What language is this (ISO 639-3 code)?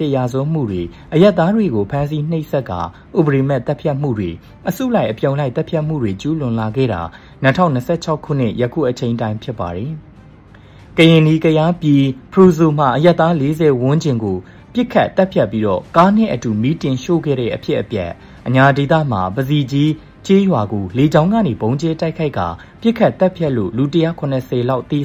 mya